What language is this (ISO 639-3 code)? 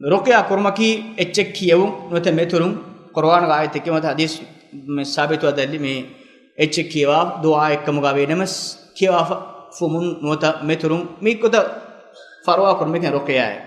div